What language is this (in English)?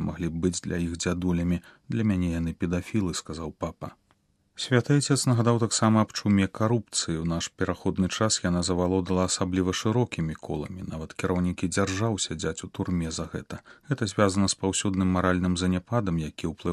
Belarusian